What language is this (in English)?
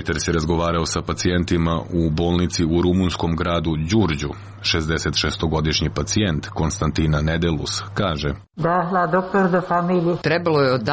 Serbian